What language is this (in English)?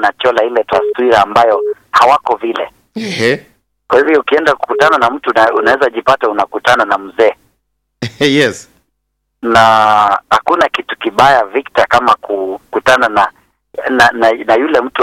Swahili